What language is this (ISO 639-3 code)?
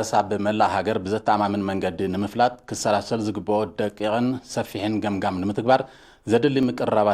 tir